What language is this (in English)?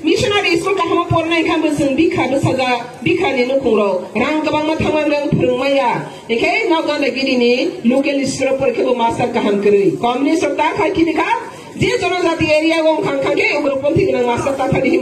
Riang (India)